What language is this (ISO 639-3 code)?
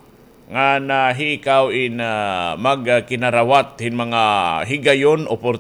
war